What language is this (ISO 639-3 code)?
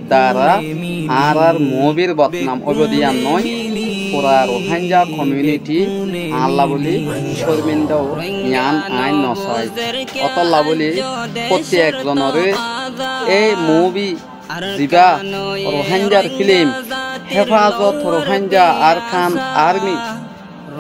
rhg